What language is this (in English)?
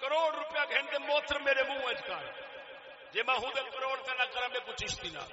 Saraiki